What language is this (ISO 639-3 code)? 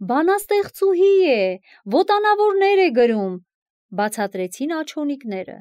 hye